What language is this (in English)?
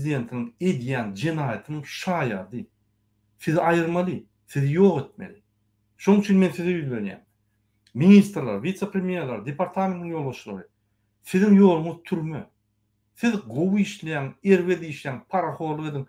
Turkmen